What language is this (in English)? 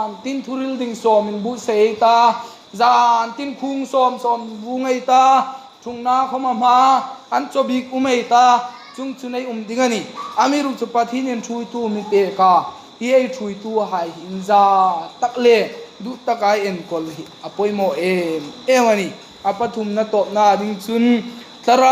Hmar